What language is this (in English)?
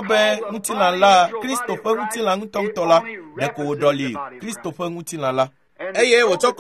Ewe